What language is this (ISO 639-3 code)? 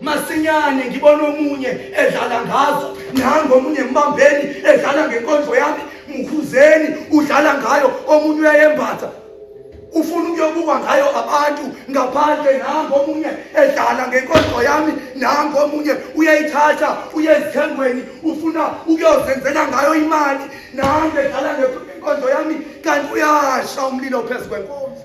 zul